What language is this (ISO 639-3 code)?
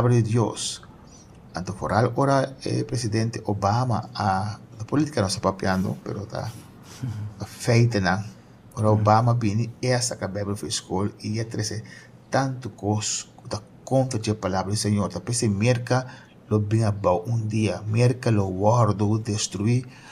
pap